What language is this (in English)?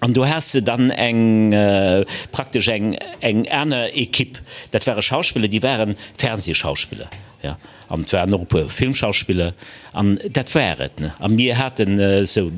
Luxembourgish